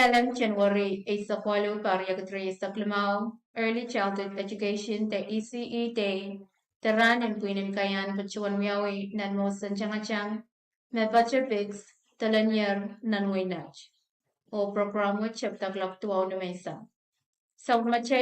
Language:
Pohnpeian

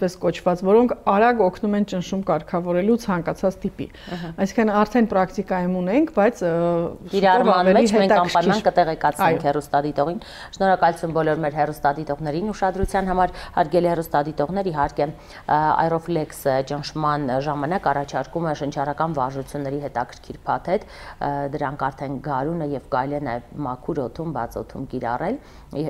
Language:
Armenian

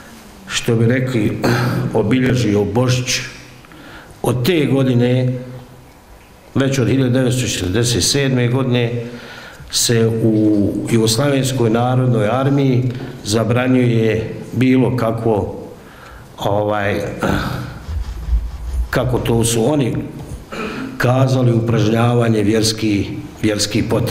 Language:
Bosnian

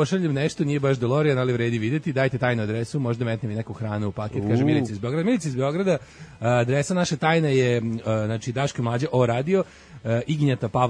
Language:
Serbian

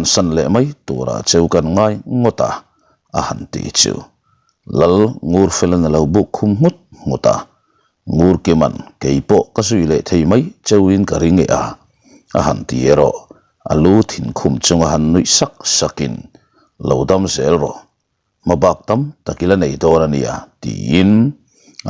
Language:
Mizo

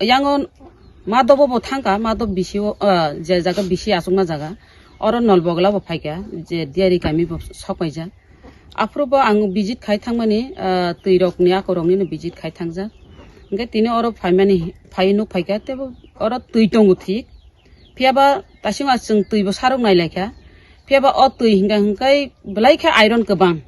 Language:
Kok Borok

